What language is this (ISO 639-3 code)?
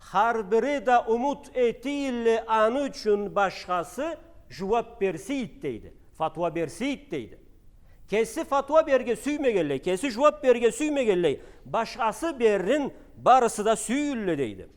krc